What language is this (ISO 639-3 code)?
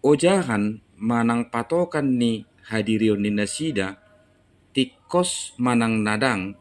bbc